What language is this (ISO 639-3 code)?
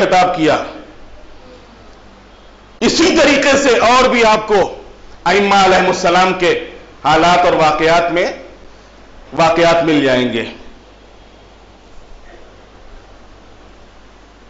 urd